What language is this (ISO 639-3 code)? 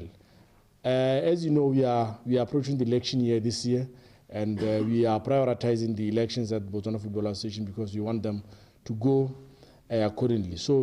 tsn